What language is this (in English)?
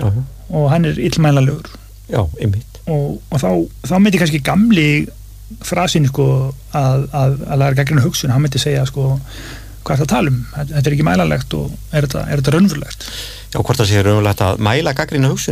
Icelandic